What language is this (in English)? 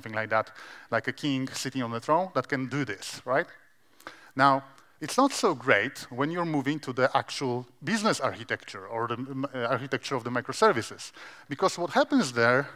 English